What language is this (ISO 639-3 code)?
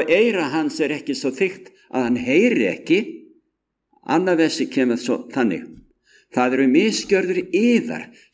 isl